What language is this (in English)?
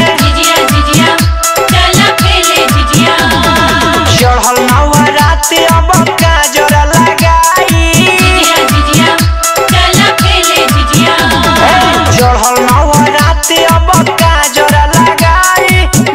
Bhojpuri